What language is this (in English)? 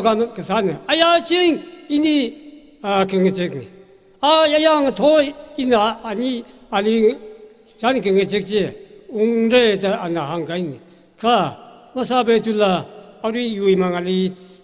Tangkhul Naga (India)